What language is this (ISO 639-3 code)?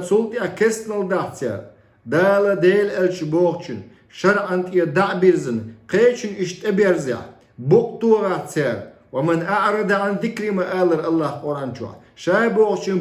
che